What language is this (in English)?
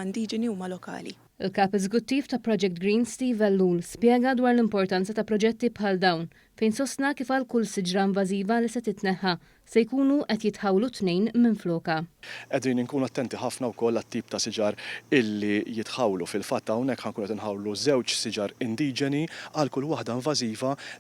Maltese